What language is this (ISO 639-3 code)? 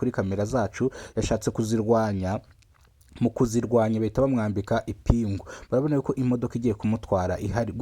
kin